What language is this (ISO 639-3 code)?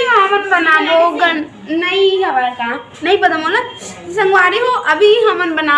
hne